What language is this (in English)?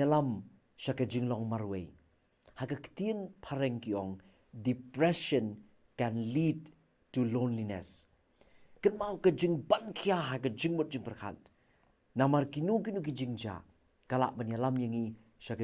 Khasi